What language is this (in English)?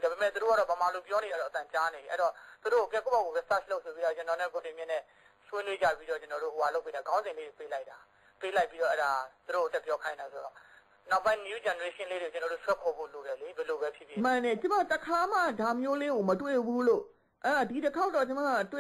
Burmese